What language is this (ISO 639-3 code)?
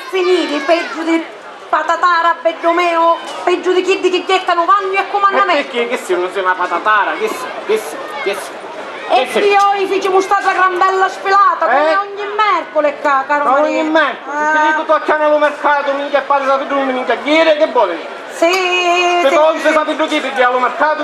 scn